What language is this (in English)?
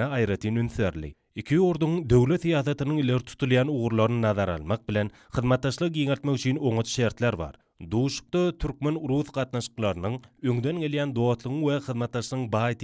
Turkmen